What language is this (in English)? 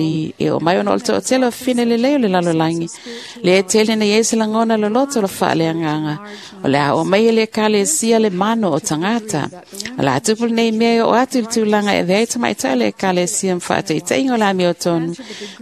Samoan